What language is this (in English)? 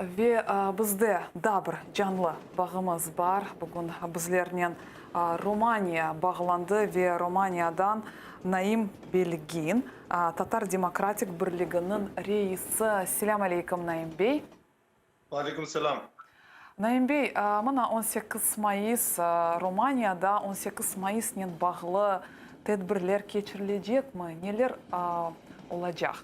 Crimean Tatar